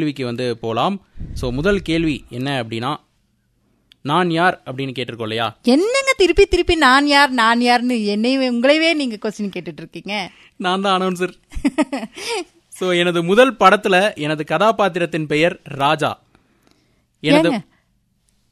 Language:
Tamil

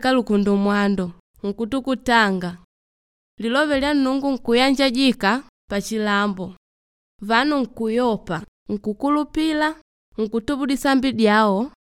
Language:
Makonde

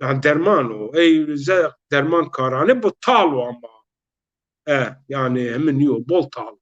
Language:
Zaza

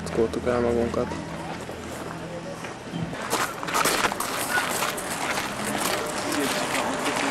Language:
Hungarian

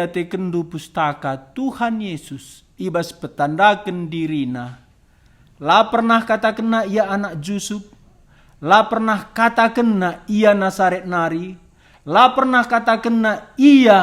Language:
Batak Karo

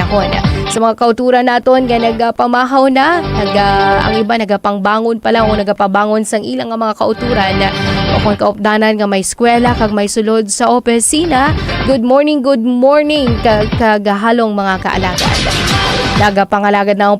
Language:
Hiligaynon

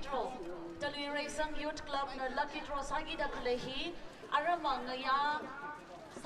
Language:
Tangkhul Naga (India)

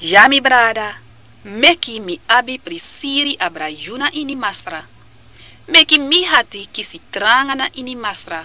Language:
Sranan Tongo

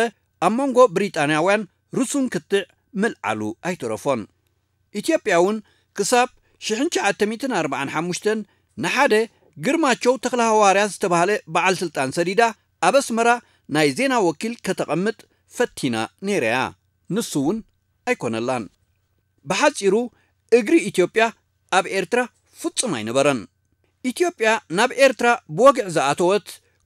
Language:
Tigrinya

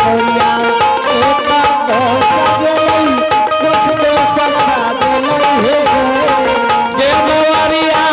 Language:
Angika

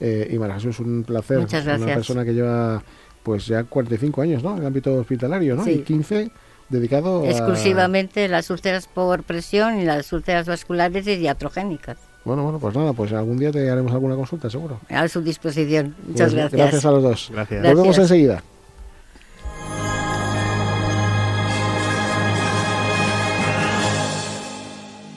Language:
Spanish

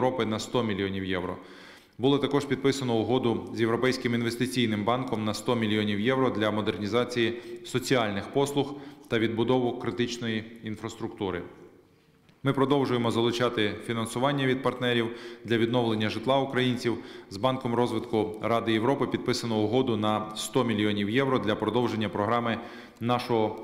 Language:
Ukrainian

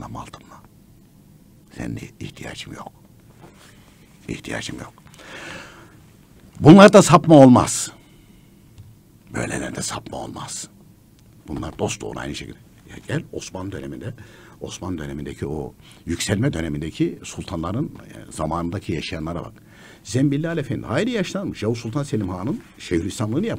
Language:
Turkish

